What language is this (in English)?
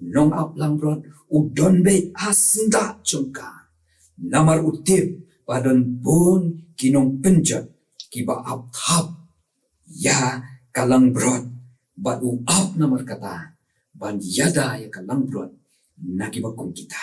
Khasi